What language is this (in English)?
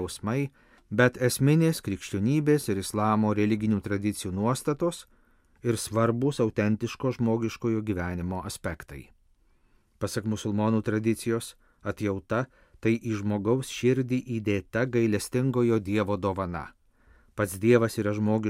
Lithuanian